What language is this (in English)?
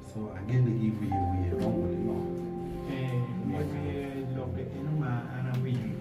Acoli